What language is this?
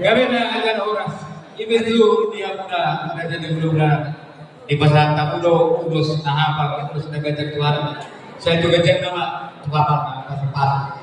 Batak Toba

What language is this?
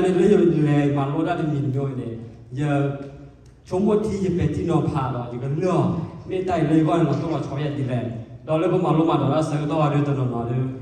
S'gaw Karen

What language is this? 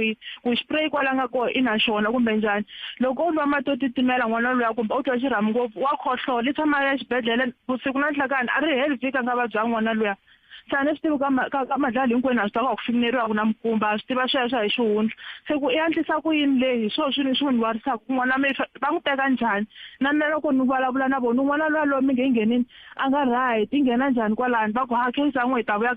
Tsonga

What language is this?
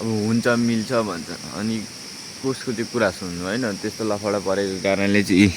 Nepali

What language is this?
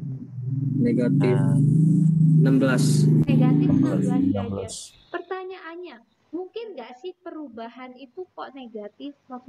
Indonesian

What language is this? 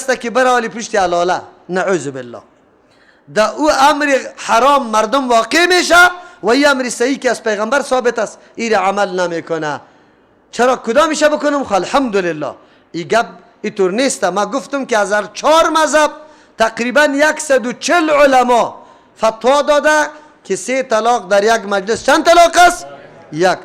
Persian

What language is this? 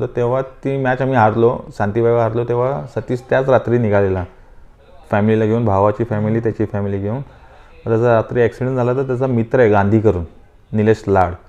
Marathi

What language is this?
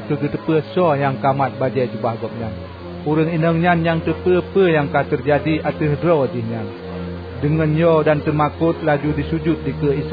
Achinese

